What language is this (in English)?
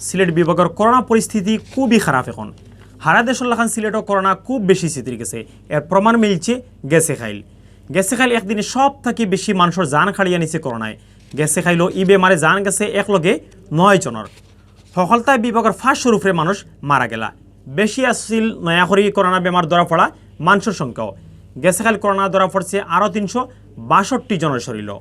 Sylheti